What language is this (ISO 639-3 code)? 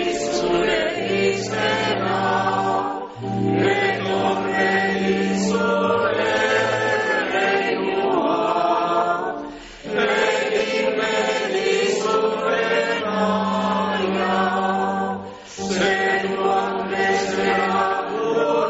eus